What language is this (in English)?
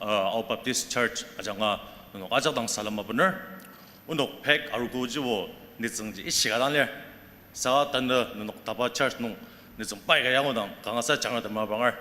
Ao Naga